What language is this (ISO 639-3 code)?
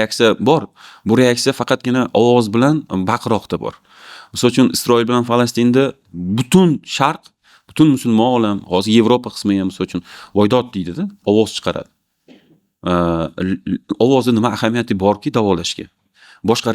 uzb